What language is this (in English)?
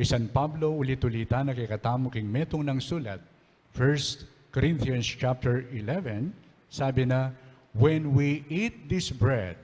Pampanga